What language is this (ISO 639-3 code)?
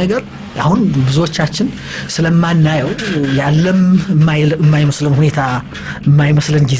amh